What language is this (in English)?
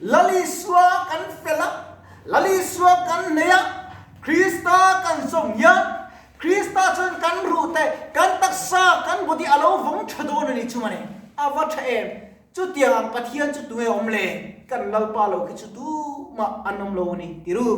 Mizo